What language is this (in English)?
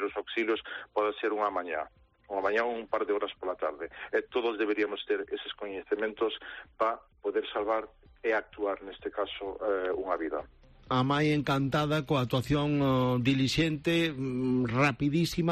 Galician